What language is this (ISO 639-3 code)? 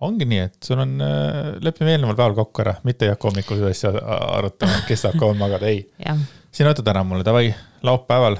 est